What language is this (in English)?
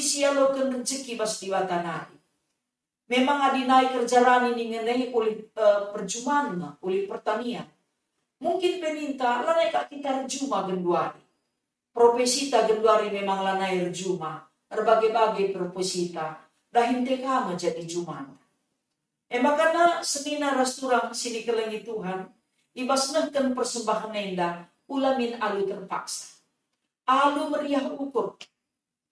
Batak Karo